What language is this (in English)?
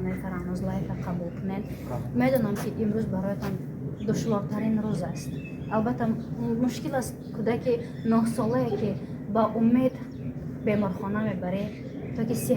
Tajik